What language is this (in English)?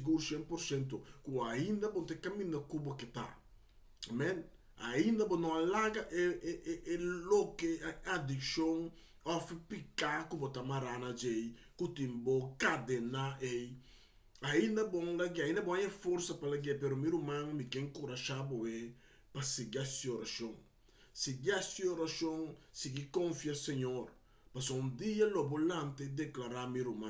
Papiamento